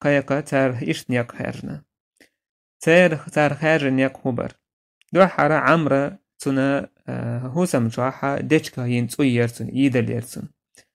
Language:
Chechen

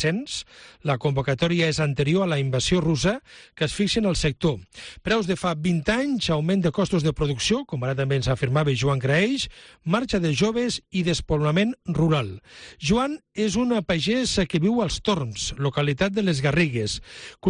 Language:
Catalan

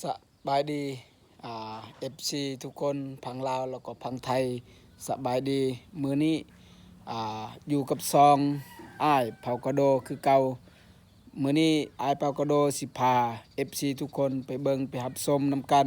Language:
Lao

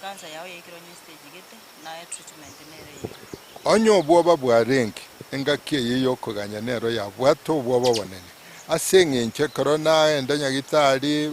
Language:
Gusii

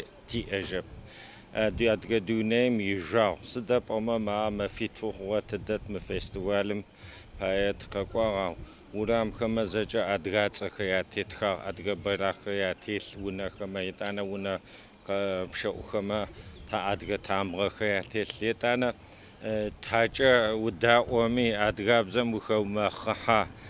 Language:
Adyghe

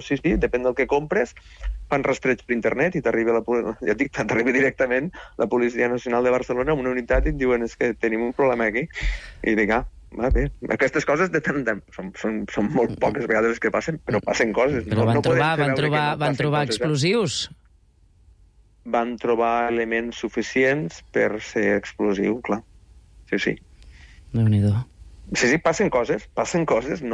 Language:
Catalan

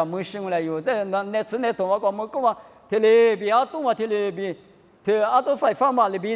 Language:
Lisu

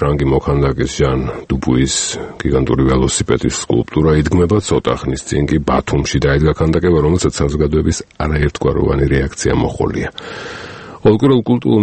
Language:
Georgian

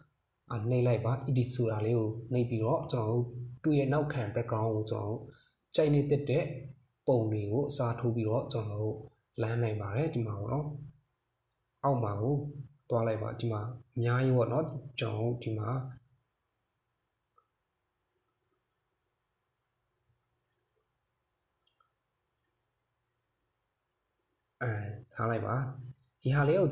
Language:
Burmese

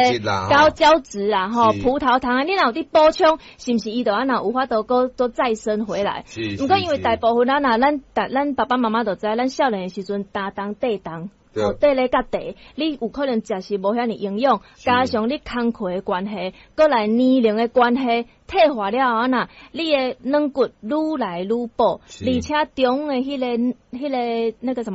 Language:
Min Nan Chinese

